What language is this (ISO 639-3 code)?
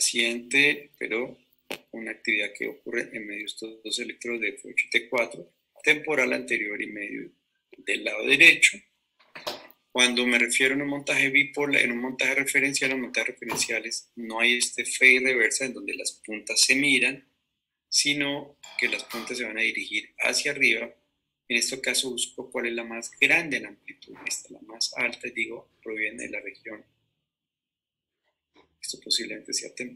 spa